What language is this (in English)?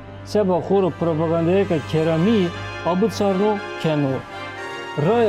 Zaza